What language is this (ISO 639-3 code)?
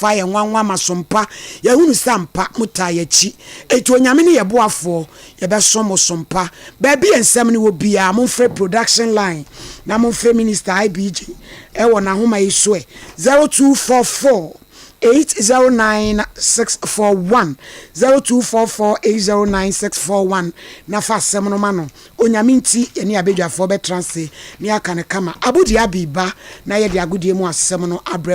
aka